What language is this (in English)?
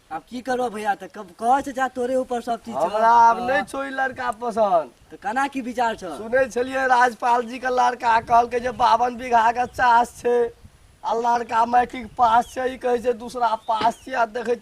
Maithili